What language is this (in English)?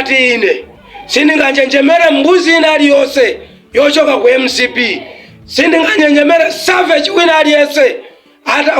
Nyanja